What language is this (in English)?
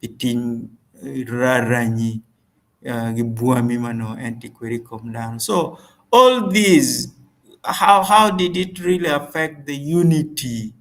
Acoli